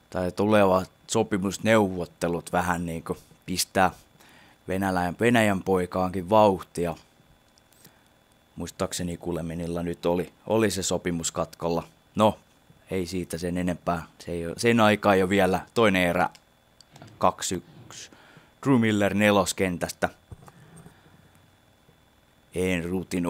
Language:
Finnish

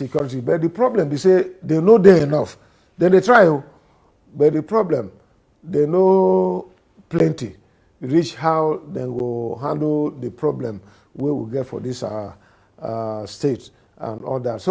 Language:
Nigerian Pidgin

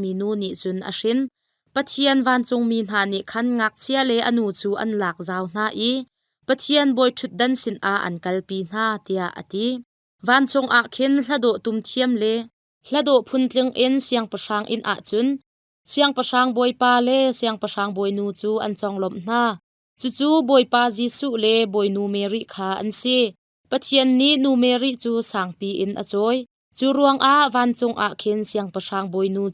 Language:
Hakha Chin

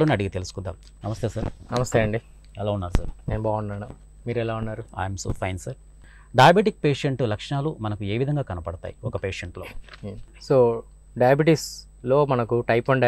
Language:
Telugu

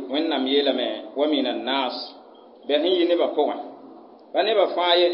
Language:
Mossi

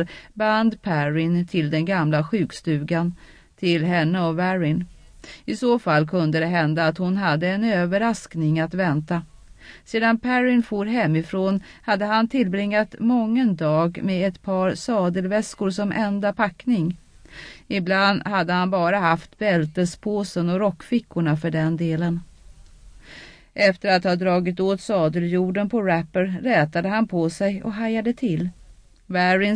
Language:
Swedish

